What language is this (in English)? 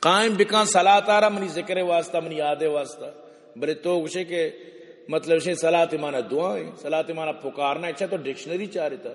Eastern Balochi